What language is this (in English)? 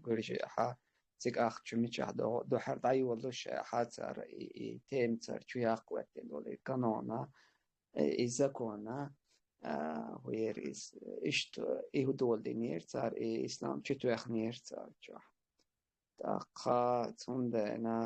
Chechen